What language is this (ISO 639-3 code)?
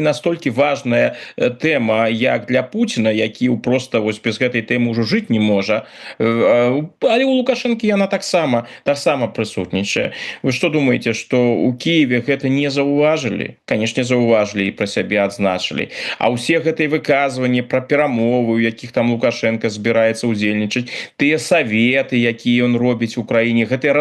bel